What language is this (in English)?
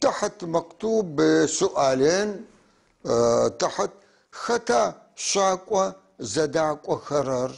North Levantine Arabic